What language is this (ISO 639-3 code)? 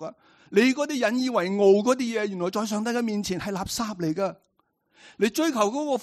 yue